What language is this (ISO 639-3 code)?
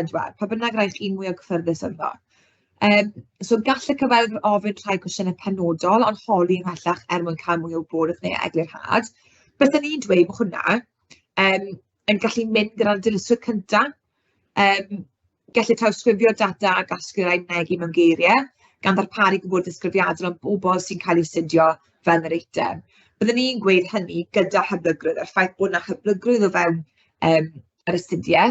cym